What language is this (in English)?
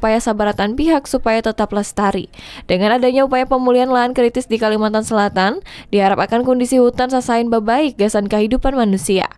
Banjar